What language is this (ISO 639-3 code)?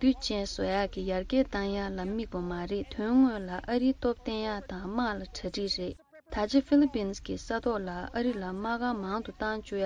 bod